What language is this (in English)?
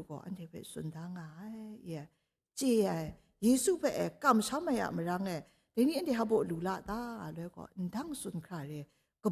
Kachin